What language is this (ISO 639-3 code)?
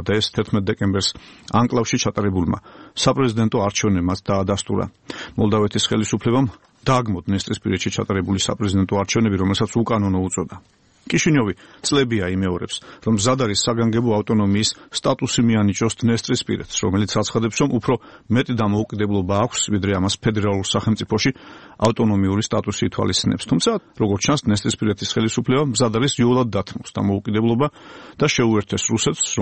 kat